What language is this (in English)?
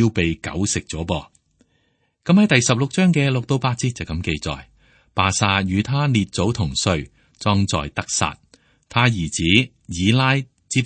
Cantonese